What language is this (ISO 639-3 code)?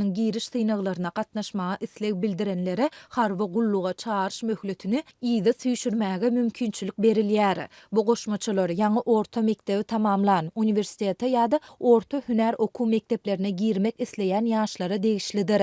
tuk